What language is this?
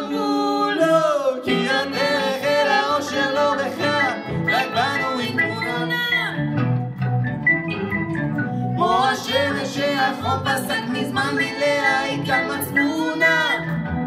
Hebrew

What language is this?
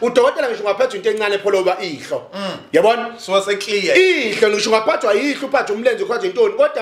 Zulu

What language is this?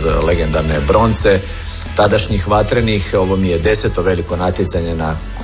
Croatian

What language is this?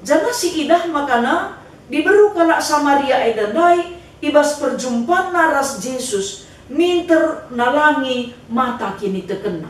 Batak Karo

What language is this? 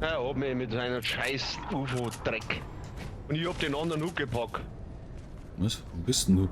Bavarian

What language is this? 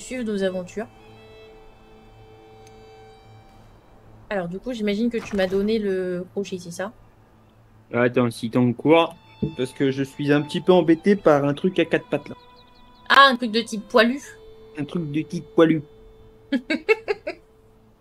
French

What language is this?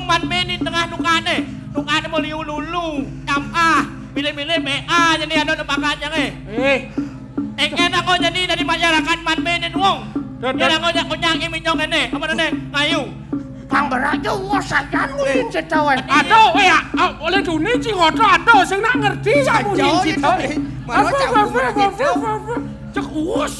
Balinese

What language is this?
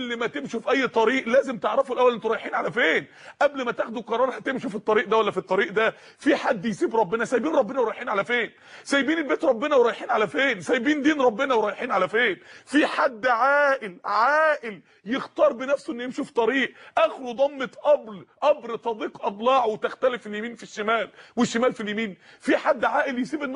Egyptian Arabic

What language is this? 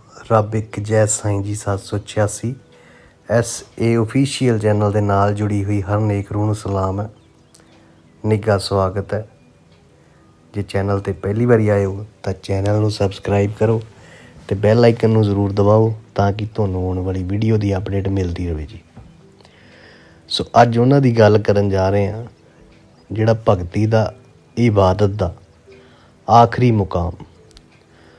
Punjabi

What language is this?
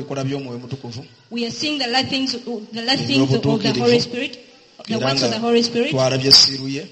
Ganda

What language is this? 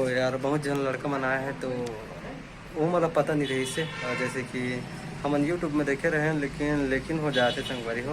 Chhattisgarhi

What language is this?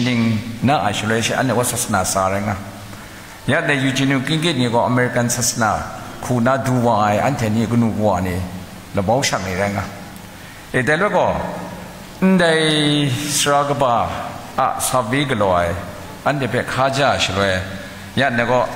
Kachin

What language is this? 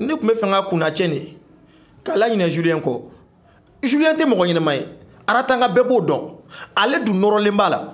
Bambara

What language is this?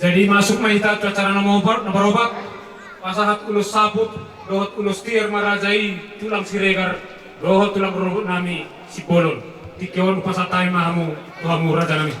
Batak Toba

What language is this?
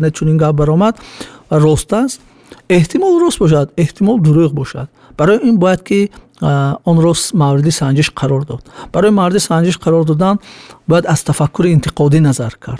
Tajik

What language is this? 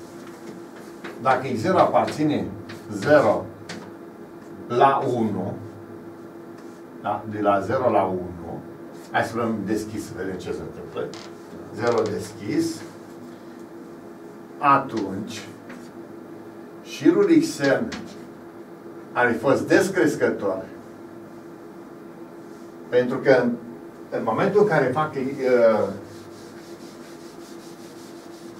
Romanian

